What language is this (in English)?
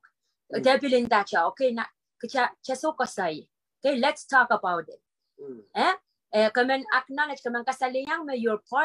Pohnpeian